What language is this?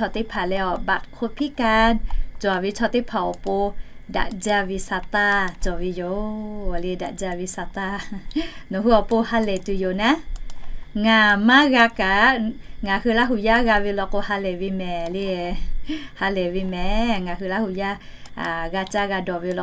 Lahu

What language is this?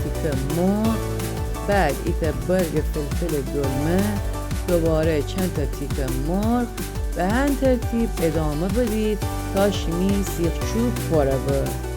Gilaki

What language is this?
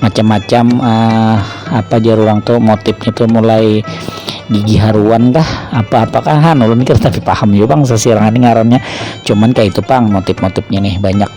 Banjar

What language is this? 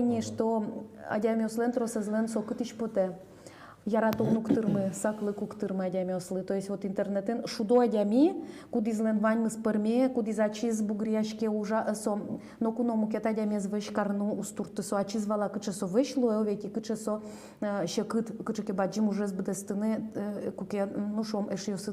Udmurt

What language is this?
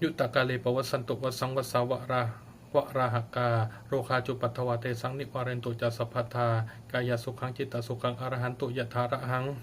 Pali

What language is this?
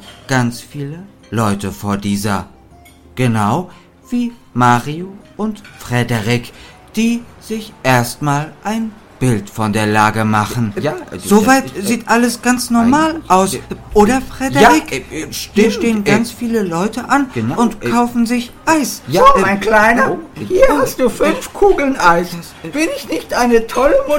German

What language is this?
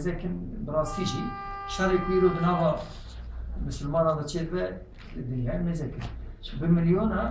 Kurdish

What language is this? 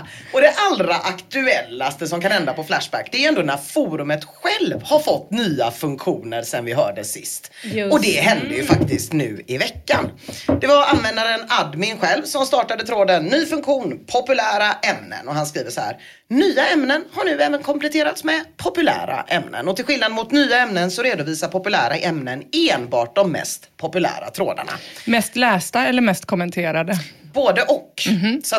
Swedish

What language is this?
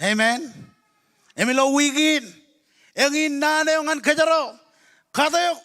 Marshallese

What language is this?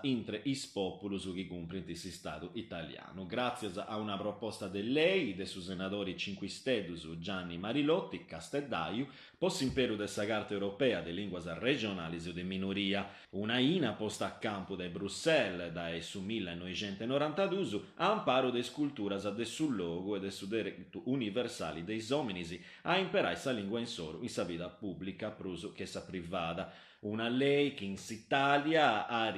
Sardinian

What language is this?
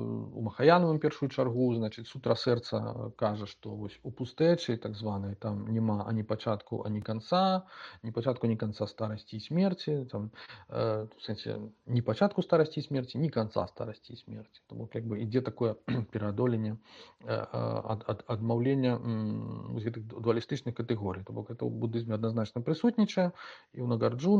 Belarusian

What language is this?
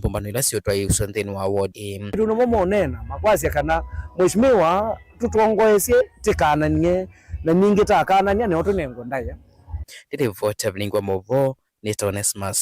Kamba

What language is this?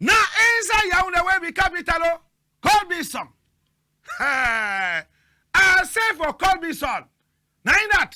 Cameroon Pidgin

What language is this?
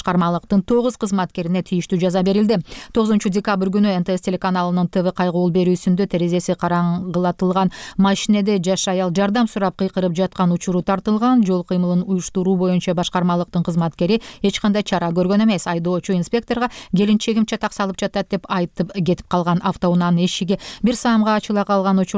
Kyrgyz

